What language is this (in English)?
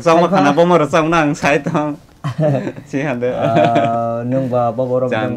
Kok Borok